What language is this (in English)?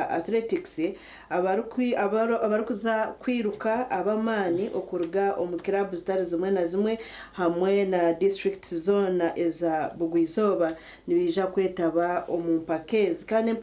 Nyankole